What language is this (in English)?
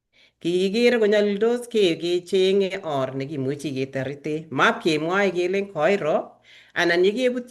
Kalenjin